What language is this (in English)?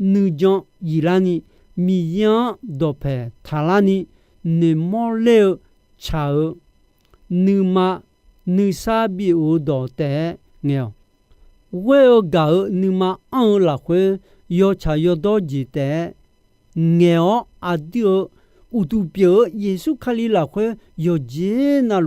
Akha